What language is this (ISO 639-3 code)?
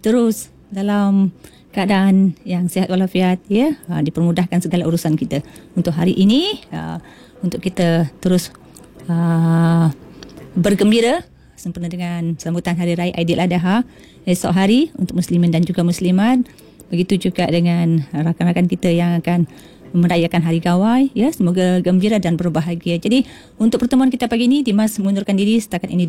msa